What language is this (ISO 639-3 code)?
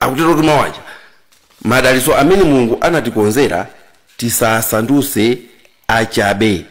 nya